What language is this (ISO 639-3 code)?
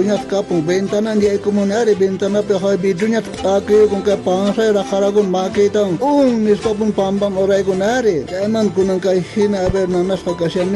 quh